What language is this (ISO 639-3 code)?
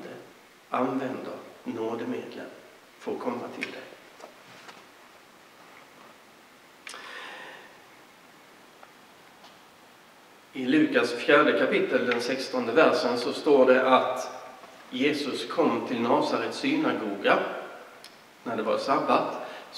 swe